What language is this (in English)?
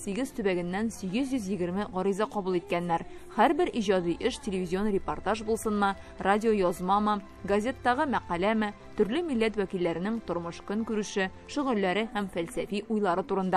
Tatar